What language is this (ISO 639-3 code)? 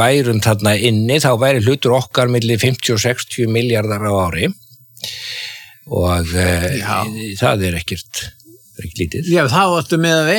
isl